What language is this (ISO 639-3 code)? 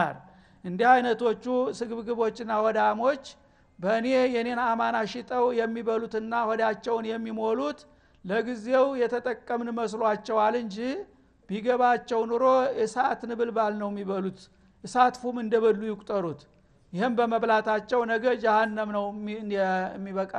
amh